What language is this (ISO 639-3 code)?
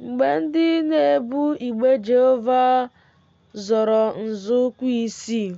ibo